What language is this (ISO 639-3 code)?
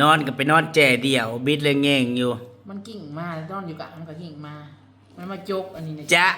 tts